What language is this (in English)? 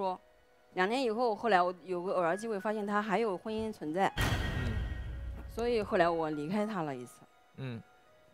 Chinese